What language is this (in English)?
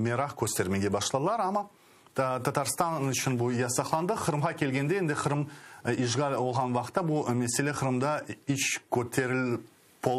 Crimean Tatar